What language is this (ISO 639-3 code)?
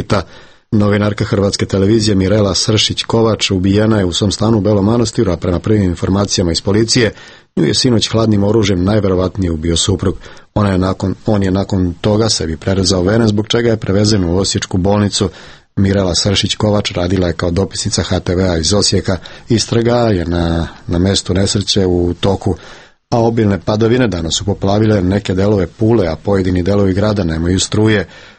srp